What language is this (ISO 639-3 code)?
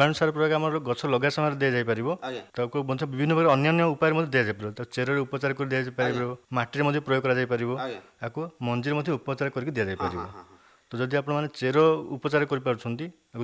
ori